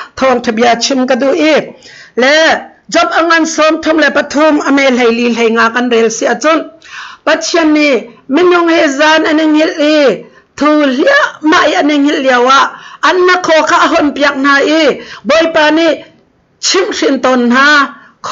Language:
Hakha Chin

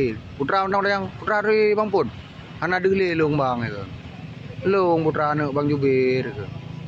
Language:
Achinese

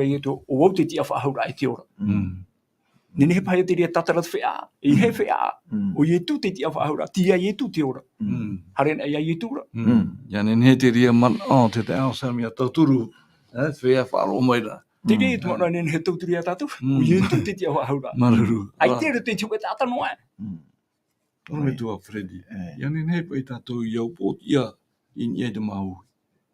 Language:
Tahitian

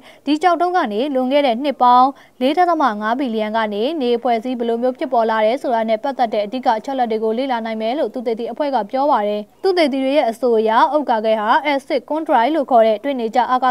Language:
Burmese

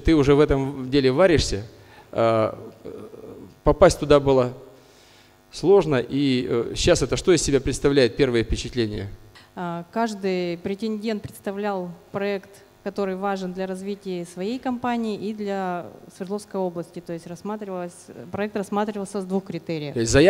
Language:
Russian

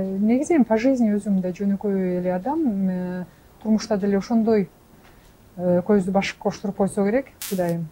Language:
Kyrgyz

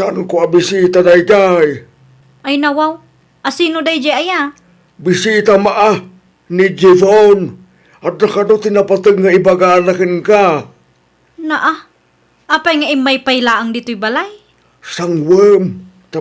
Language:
Iloko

